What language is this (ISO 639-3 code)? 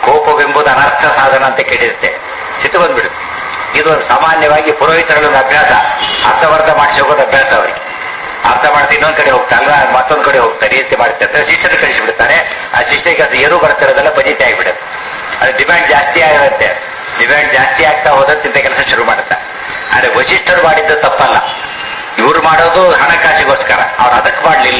kan